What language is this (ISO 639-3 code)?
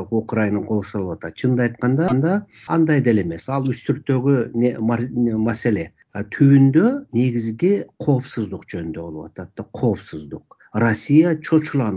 kir